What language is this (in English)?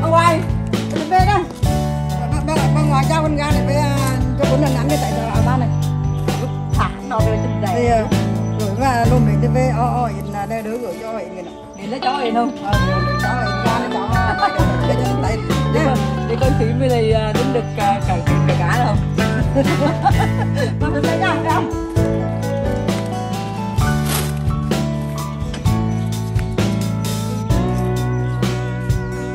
Vietnamese